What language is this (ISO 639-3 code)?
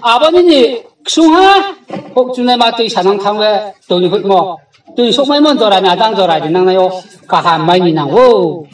ria